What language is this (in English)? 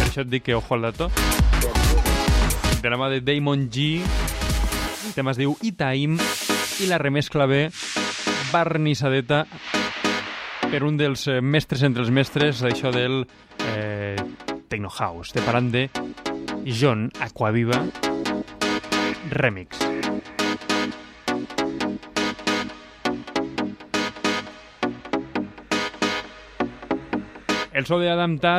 Catalan